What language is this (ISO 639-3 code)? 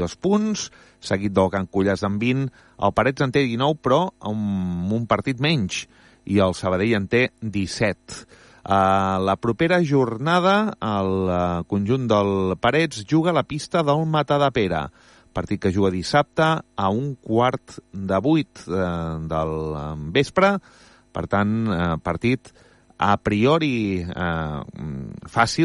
cat